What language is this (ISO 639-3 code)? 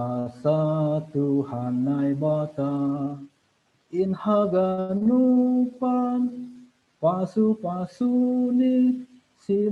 bts